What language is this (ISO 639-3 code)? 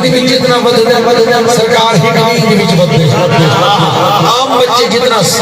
skr